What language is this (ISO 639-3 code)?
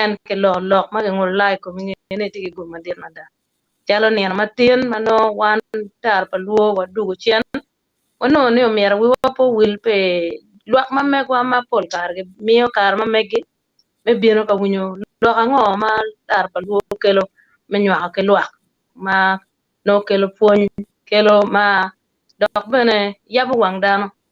ach